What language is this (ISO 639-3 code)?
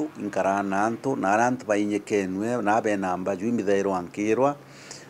mer